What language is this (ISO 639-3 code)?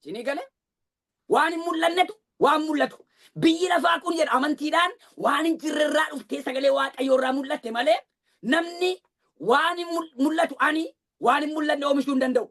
orm